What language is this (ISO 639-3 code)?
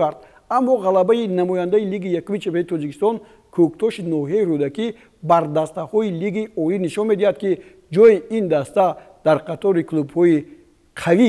tgk